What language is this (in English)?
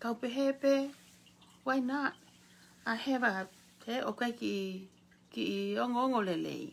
Tongan